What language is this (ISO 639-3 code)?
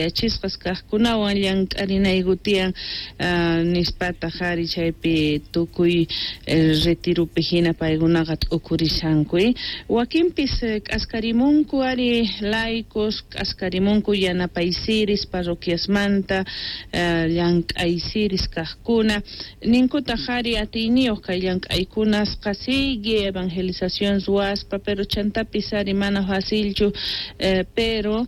quh